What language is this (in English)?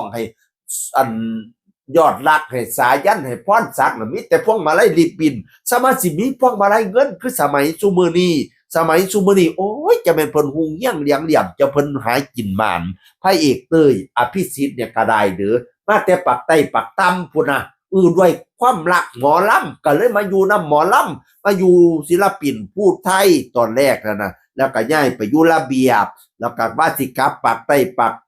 Northeastern Thai